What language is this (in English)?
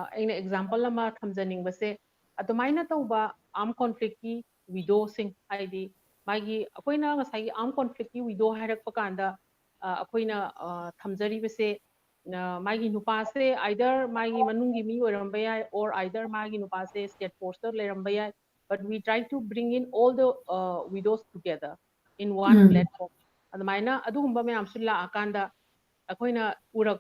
Manipuri